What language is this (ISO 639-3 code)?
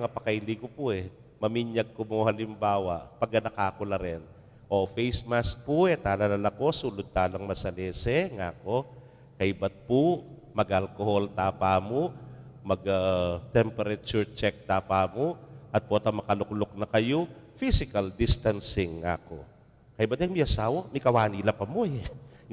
pam